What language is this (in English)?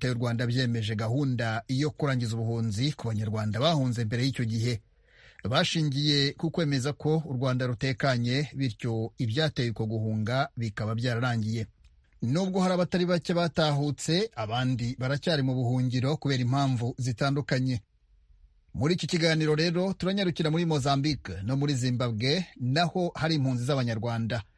Kinyarwanda